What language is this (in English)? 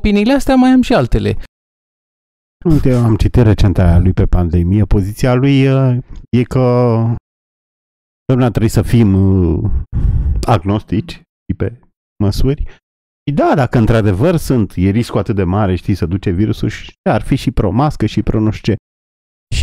Romanian